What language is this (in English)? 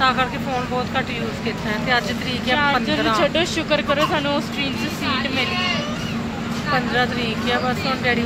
Punjabi